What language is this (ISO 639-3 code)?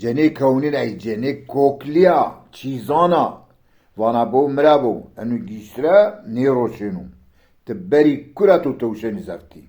zza